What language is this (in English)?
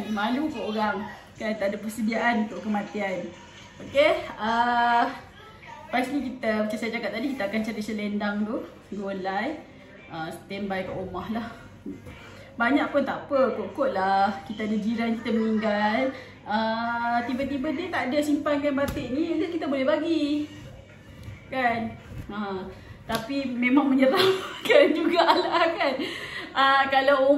Malay